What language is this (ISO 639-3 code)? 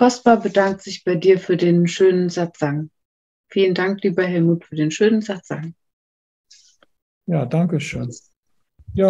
deu